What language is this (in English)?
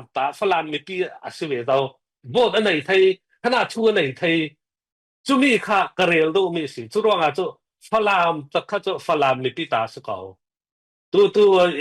Falam Chin